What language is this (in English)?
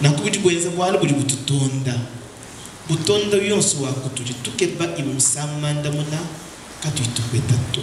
Luba-Lulua